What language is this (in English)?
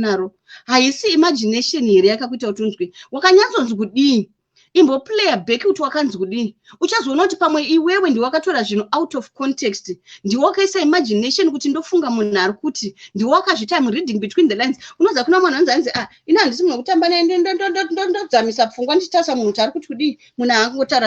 Shona